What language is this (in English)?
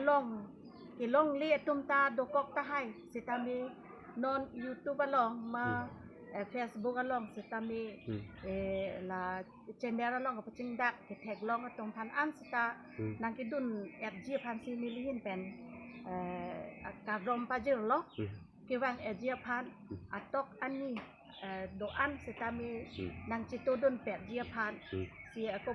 Karbi